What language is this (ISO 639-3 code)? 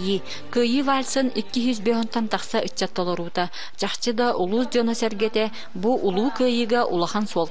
sah